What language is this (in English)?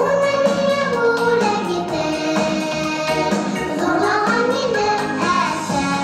Bashkir